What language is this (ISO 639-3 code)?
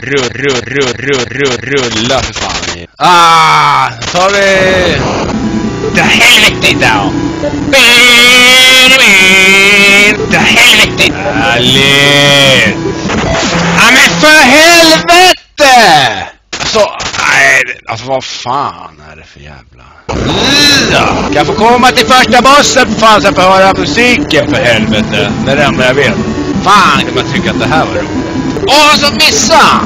swe